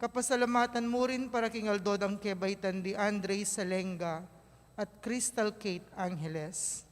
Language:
Pampanga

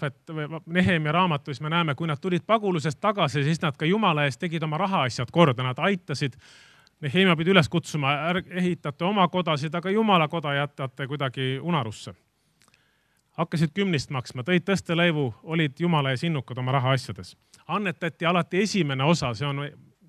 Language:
Estonian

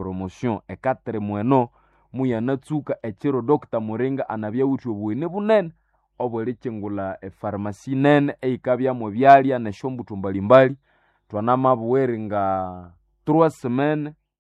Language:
Nande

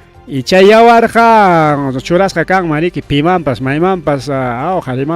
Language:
Ayacucho Quechua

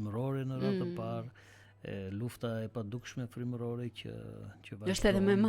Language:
Albanian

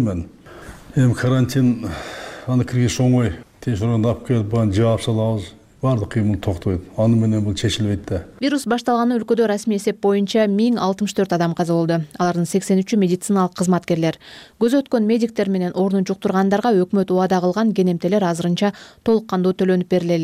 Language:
Kyrgyz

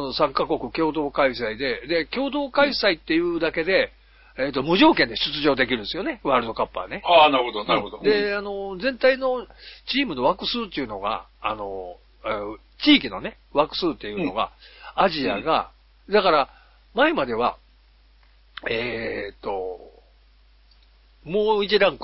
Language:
Japanese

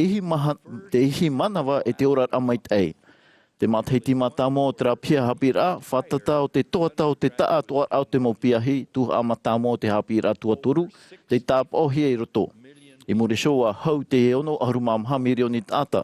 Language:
Tahitian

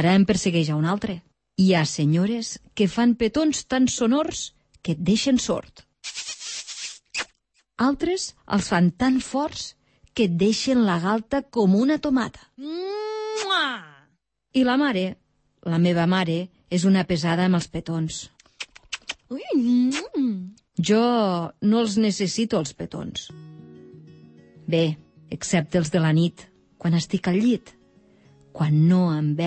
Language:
Catalan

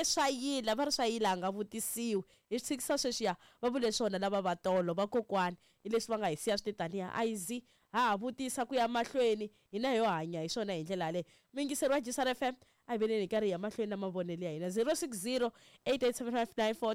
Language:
Tsonga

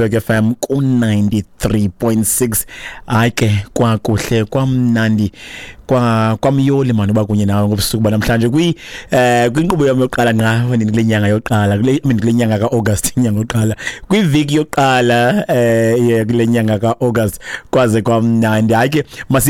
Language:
Xhosa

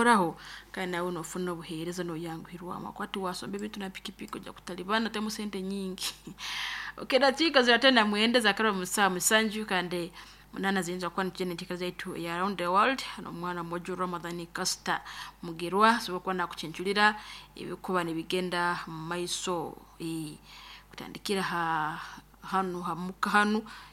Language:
Nyoro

